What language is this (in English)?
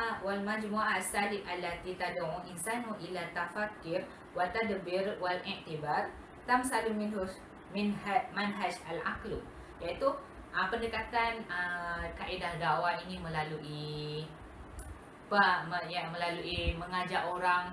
Malay